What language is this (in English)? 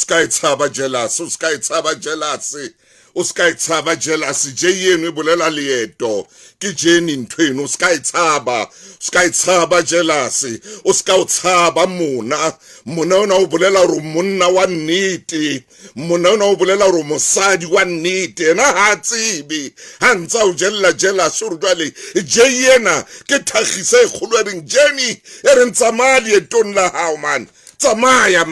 Southern Sotho